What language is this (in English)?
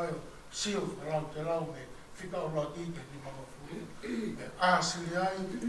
Tongan